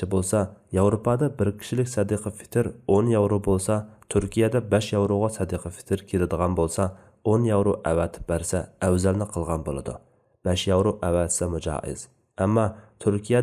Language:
Uyghur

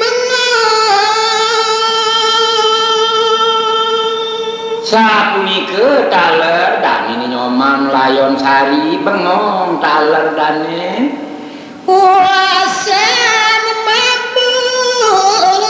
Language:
Balinese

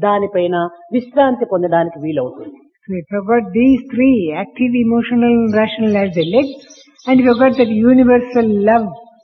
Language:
Telugu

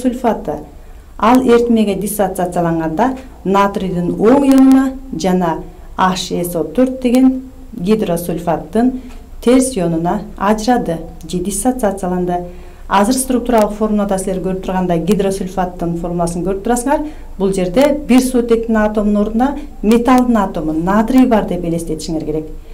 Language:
Kyrgyz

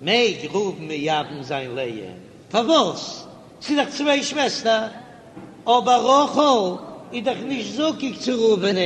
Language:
Yiddish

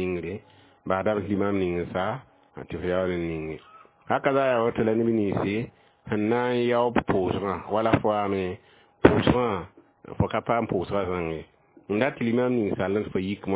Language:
Mossi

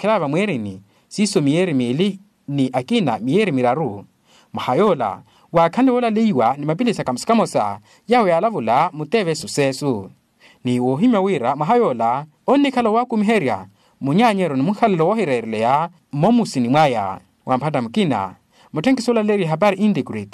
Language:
Makhuwa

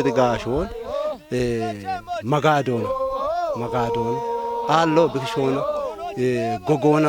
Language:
Kafa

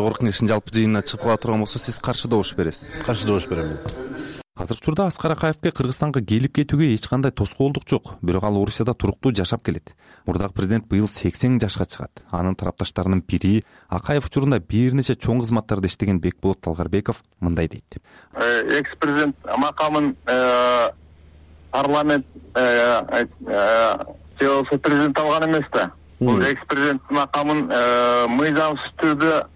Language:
Kyrgyz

